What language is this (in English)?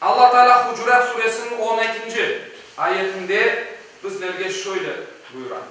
Crimean Tatar